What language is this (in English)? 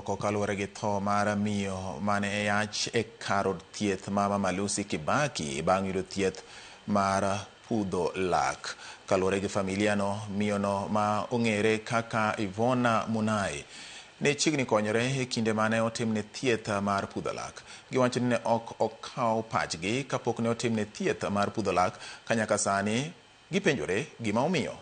Luo (Kenya and Tanzania)